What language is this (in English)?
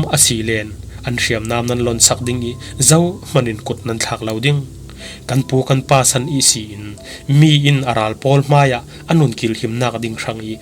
Falam Chin